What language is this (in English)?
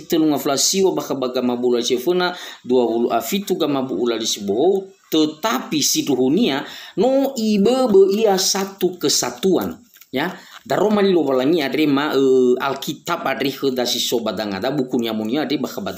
Nias